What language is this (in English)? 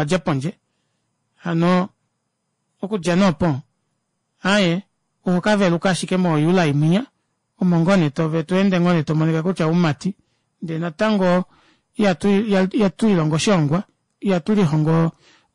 Kuanyama